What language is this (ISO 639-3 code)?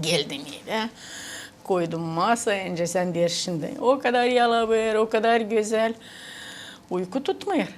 gag